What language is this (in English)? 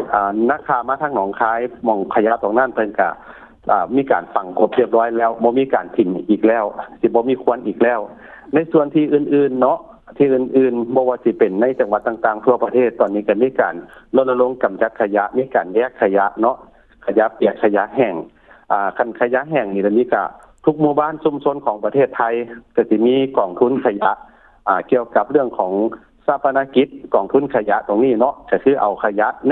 Lao